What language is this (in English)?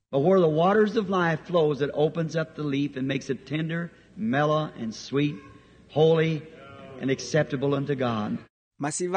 Makhuwa